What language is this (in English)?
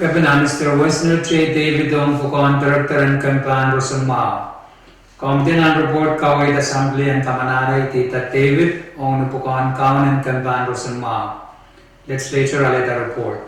Pohnpeian